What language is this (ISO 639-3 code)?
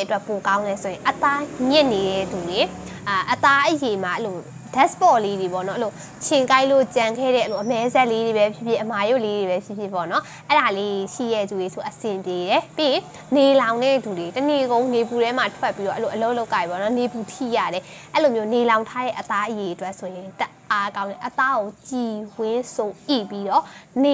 mya